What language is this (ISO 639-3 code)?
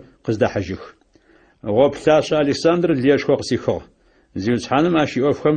ady